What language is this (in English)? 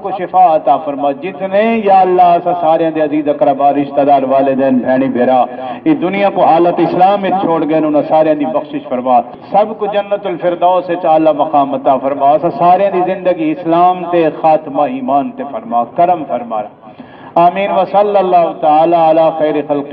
Saraiki